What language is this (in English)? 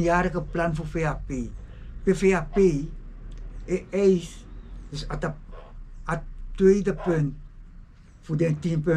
Sranan Tongo